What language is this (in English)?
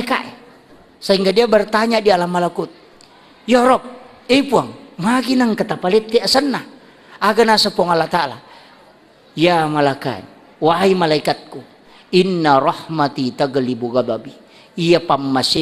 Buginese